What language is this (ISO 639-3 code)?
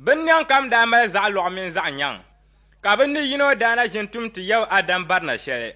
dag